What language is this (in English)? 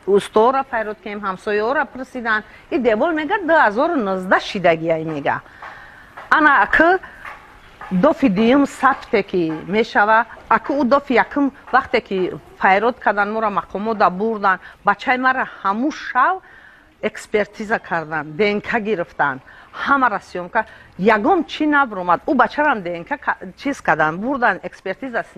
Tajik